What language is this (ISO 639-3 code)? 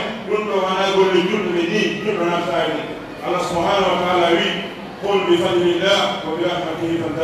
fuf